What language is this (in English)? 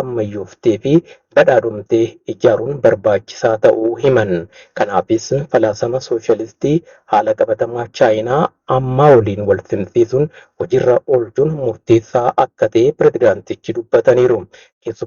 Oromo